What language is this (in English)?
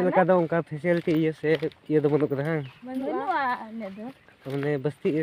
Santali